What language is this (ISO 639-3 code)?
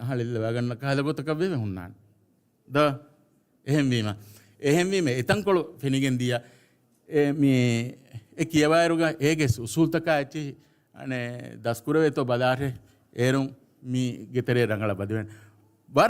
div